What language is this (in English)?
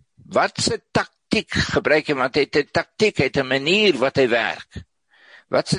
Afrikaans